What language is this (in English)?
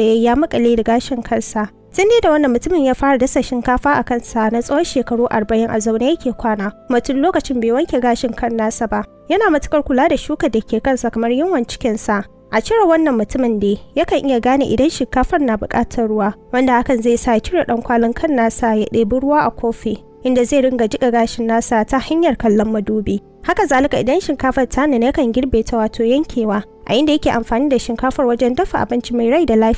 Hausa